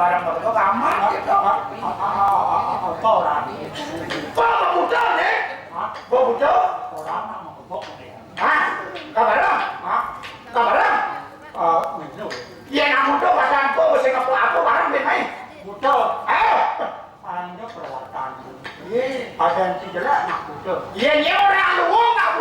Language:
Balinese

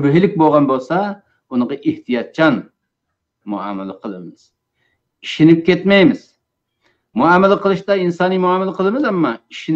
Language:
Uyghur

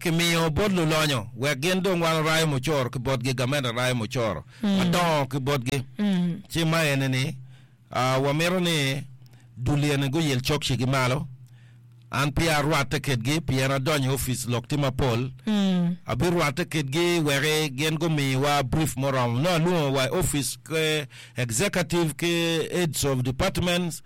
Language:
Acoli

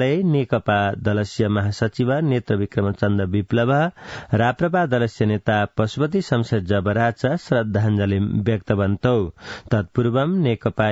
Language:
Sanskrit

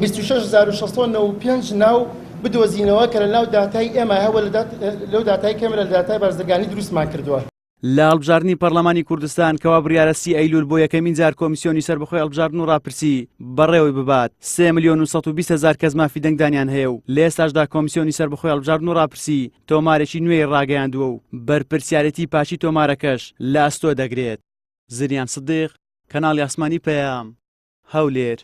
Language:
Central Kurdish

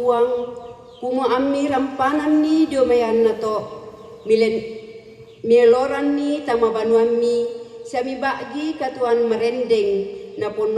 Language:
Toraja-Sa'dan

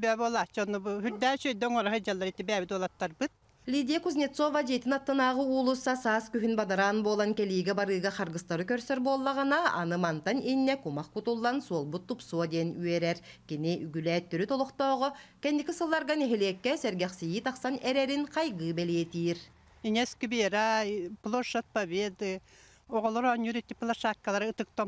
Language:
Yakut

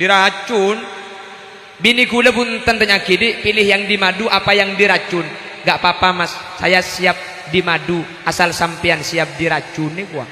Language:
Madurese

